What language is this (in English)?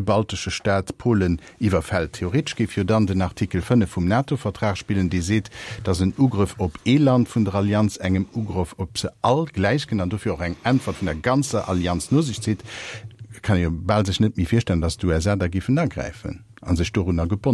Luxembourgish